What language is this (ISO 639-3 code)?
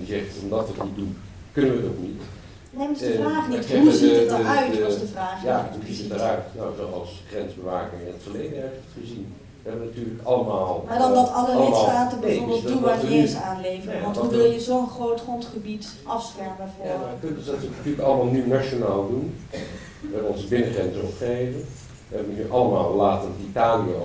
nld